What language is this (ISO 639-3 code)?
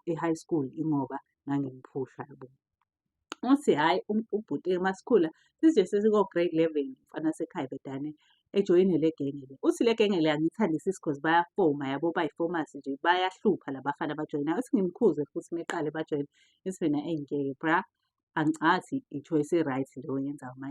zul